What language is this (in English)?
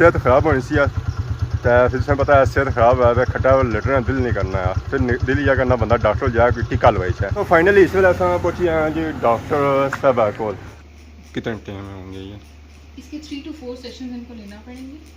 Pahari-Potwari